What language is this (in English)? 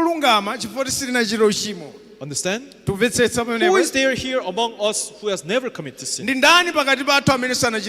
Nyanja